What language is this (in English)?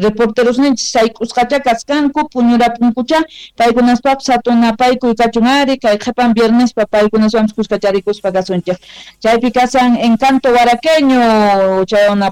South Bolivian Quechua